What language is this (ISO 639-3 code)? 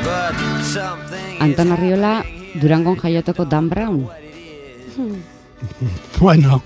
eus